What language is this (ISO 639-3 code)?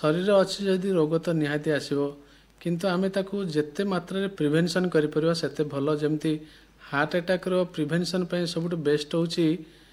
ori